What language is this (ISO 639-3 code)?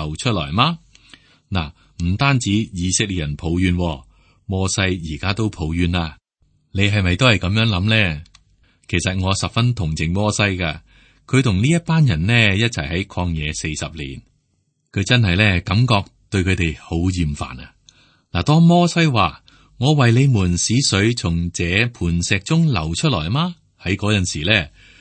yue